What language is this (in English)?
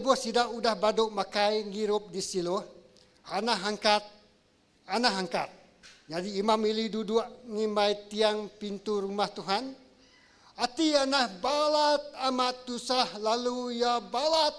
Iban